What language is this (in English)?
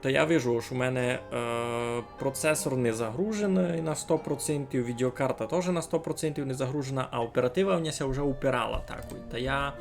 Rusyn